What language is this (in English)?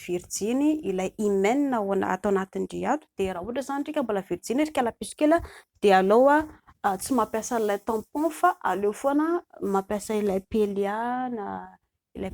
Malagasy